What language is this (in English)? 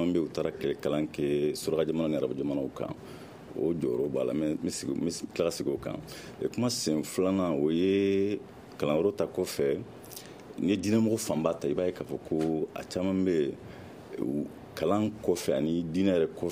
Bambara